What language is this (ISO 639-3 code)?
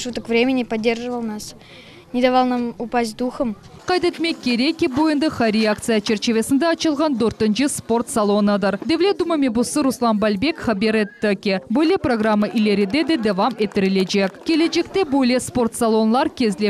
crh